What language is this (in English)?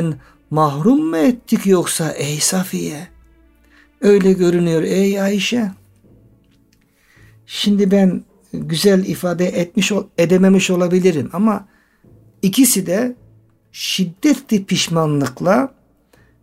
Turkish